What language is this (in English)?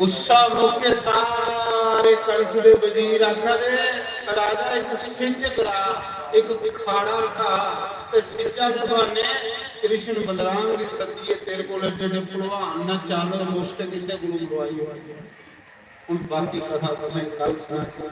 Dogri